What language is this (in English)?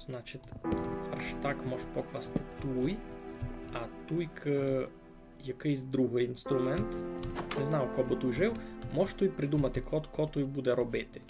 Rusyn